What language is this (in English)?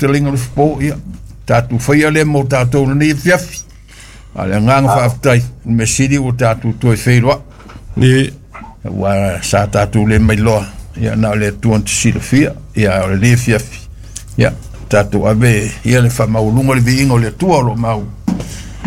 Samoan